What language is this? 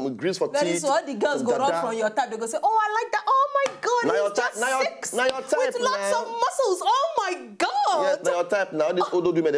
Nigerian Pidgin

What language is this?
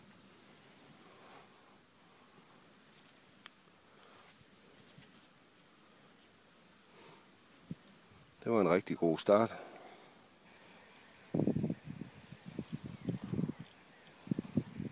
Danish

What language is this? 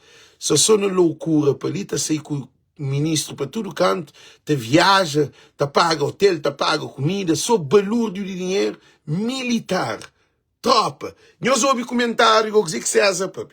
Kabuverdianu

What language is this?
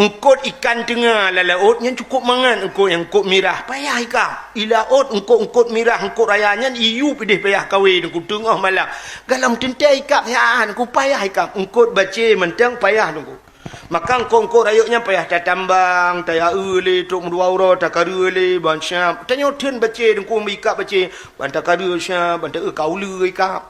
Achinese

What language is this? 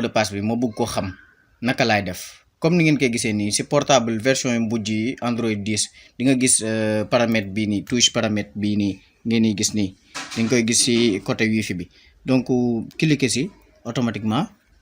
Wolof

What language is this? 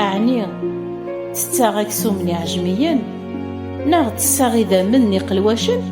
Kabyle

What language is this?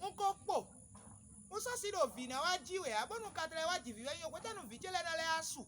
Fon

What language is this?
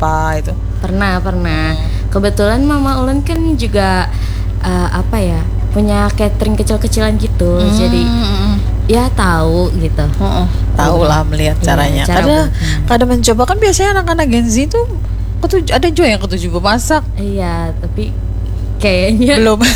Banjar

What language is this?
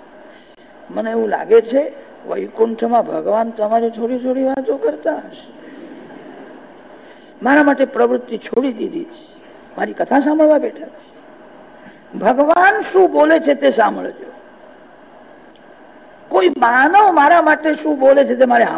Gujarati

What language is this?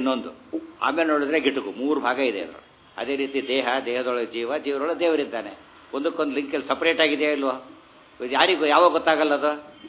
Kannada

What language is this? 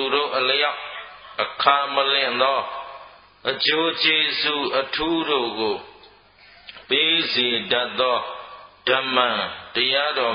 Burmese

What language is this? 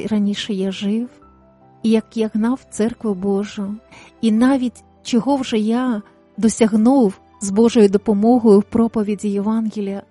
Ukrainian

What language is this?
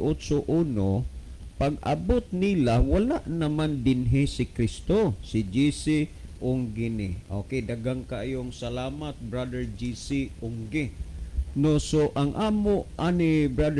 Cebuano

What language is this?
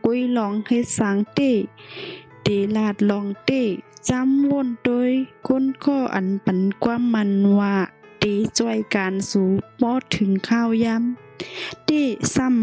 Shan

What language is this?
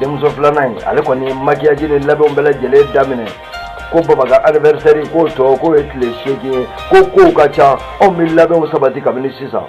Bambara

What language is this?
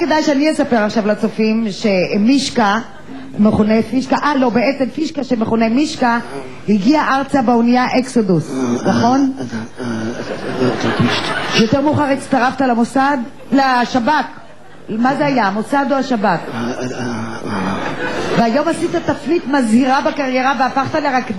Hebrew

